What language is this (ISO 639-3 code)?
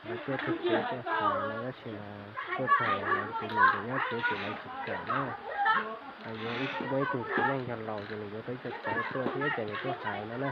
hmn